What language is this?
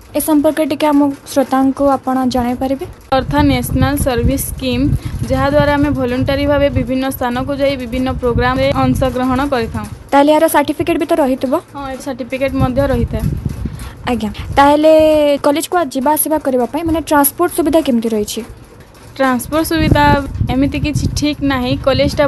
Odia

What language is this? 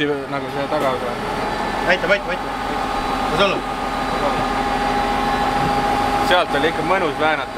Estonian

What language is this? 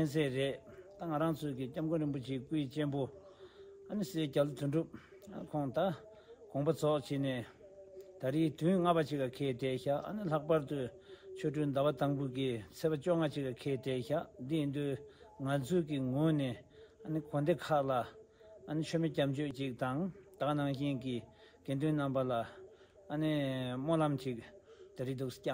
Tibetan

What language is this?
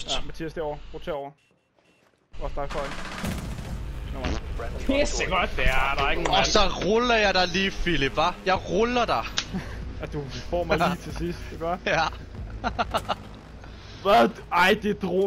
Danish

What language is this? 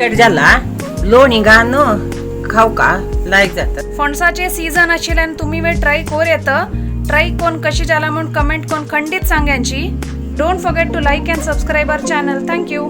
Konkani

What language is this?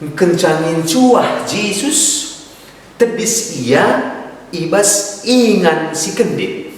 Batak Karo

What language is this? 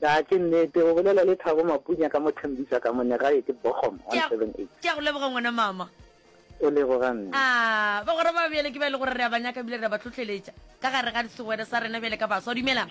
Northern Sotho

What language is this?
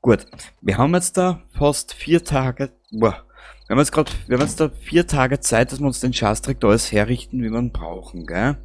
Bavarian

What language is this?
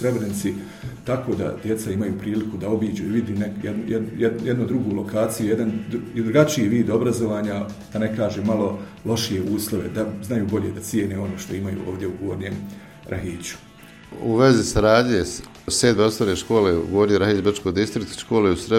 Bosnian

